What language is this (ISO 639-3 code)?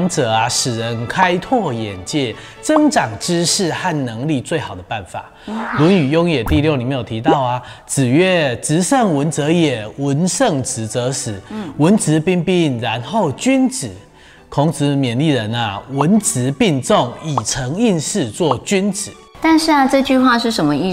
zho